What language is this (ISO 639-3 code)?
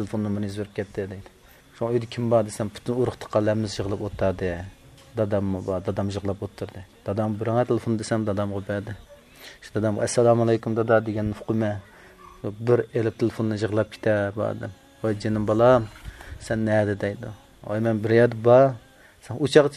uig